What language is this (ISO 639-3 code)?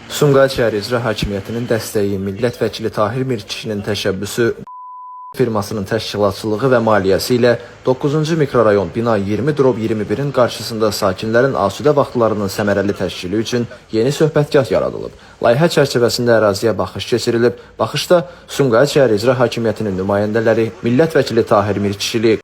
aze